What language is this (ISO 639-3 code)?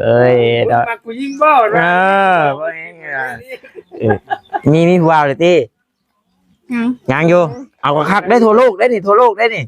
tts